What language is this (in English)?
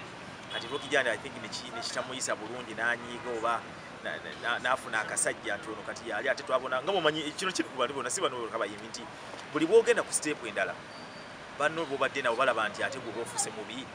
Ganda